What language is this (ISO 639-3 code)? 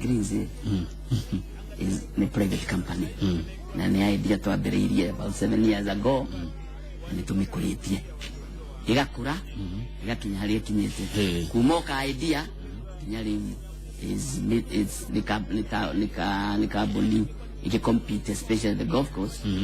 kik